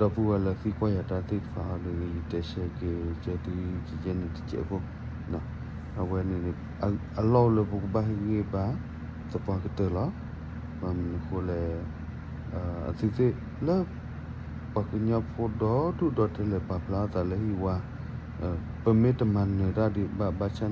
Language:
S'gaw Karen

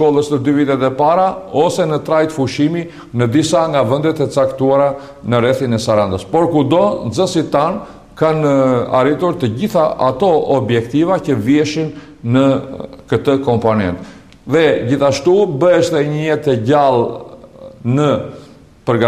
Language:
Albanian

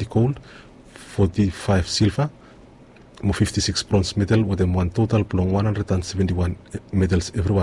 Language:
Bislama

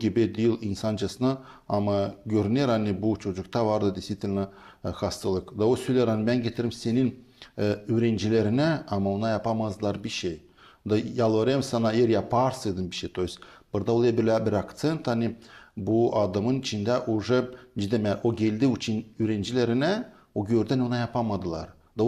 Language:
Gagauz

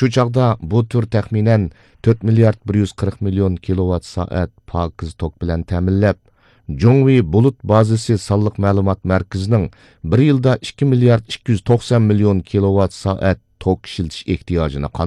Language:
Uyghur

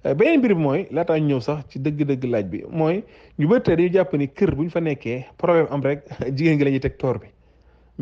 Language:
Wolof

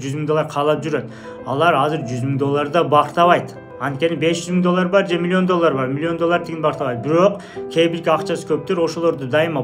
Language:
Kyrgyz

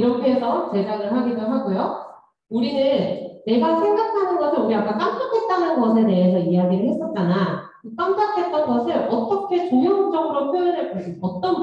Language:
Korean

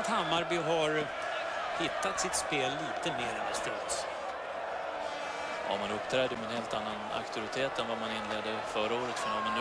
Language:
Swedish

